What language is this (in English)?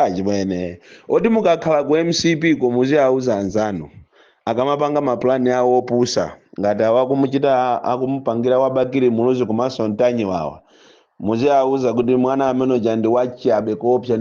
Nyanja